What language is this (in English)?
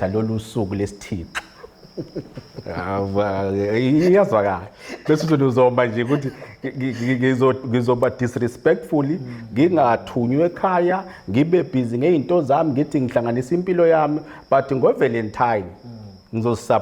Zulu